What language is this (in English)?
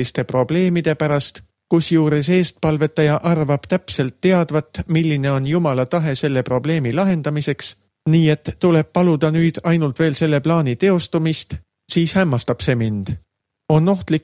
Estonian